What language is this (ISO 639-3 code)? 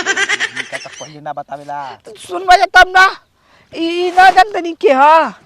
bho